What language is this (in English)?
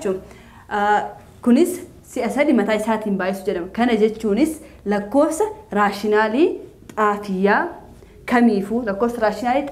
Oromo